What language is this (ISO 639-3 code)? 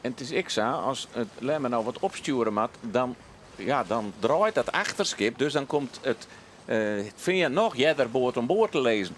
fry